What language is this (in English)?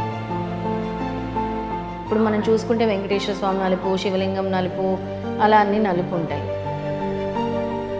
Telugu